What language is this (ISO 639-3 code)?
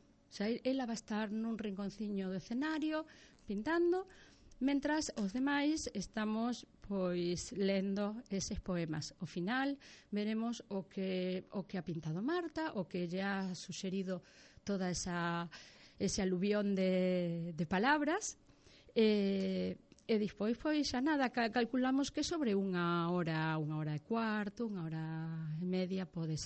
glg